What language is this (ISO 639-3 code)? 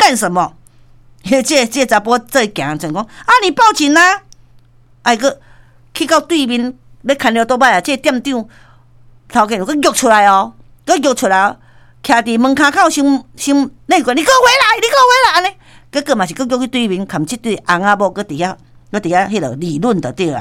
nan